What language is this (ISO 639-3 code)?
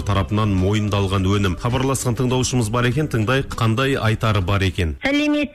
kaz